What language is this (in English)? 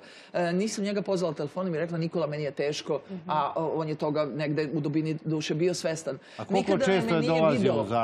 Serbian